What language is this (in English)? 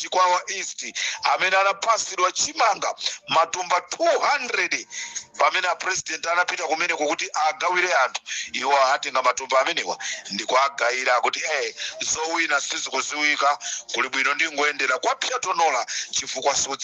Nyanja